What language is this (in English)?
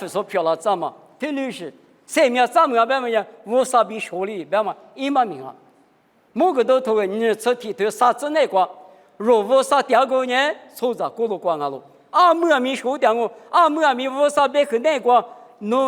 Lisu